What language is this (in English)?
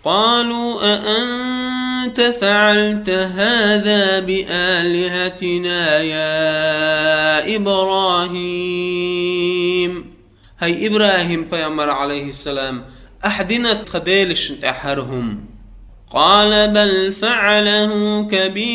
Chechen